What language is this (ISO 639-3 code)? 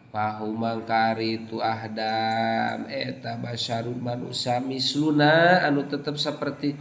sun